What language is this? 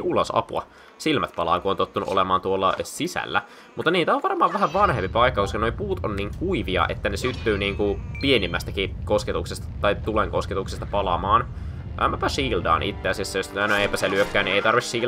Finnish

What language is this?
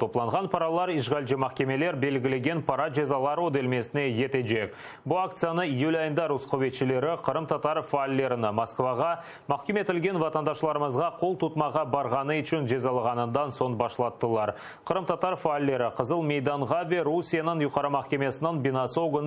Crimean Tatar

